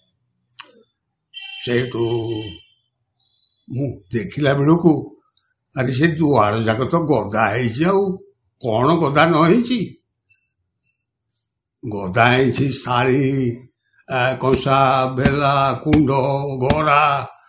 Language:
Odia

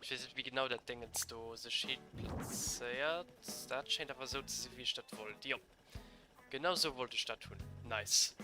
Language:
Luxembourgish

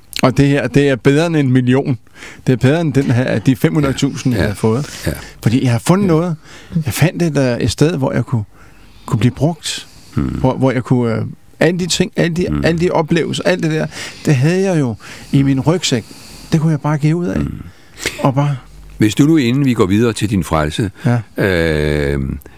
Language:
Danish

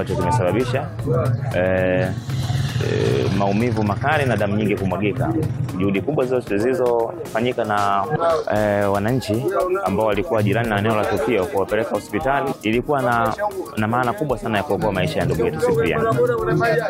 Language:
Swahili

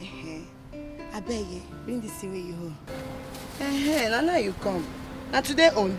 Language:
Nigerian Pidgin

